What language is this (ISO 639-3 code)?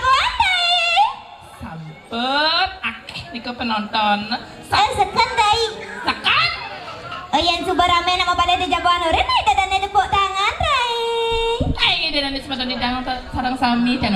ban